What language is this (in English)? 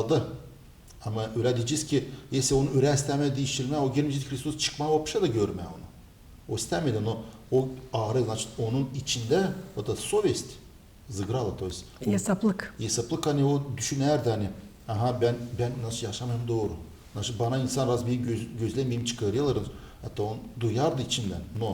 Gagauz